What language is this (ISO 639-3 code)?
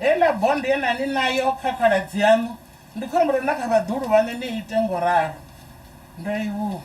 ven